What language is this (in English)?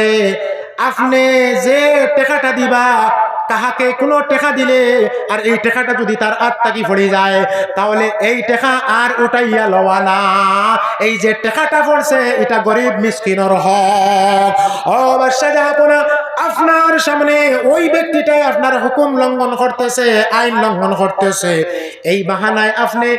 Sylheti